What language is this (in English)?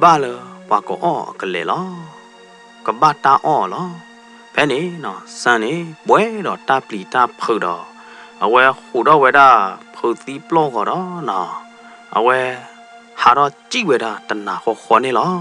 S'gaw Karen